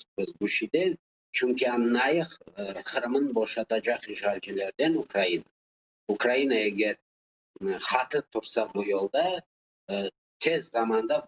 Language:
Crimean Tatar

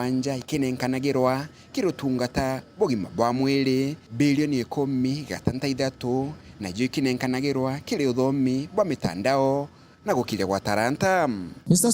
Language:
Meru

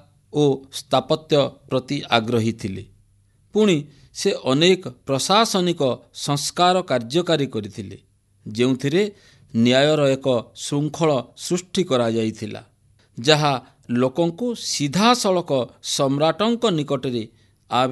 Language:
Odia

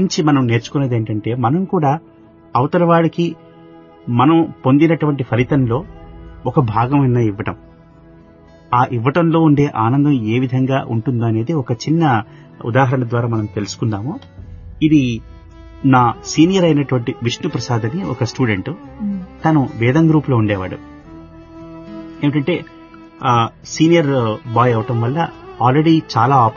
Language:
Telugu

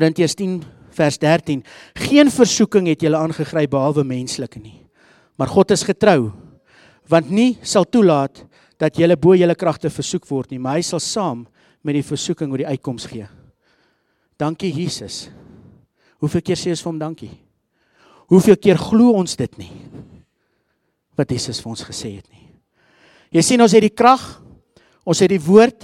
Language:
Afrikaans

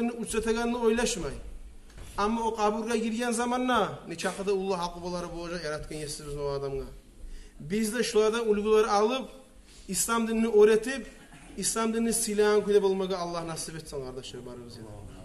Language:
Kumyk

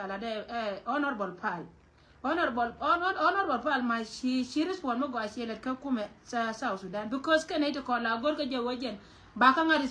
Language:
Nuer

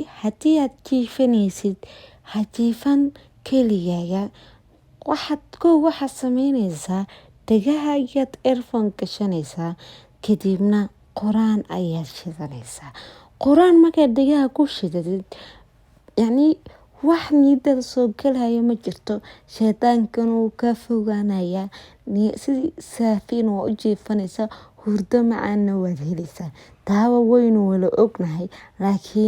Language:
Somali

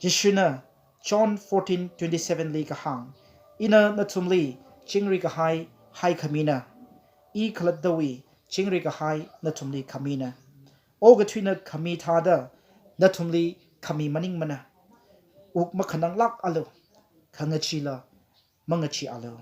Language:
Tangkhul Naga (India)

